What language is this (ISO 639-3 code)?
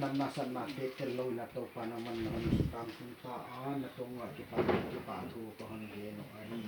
pck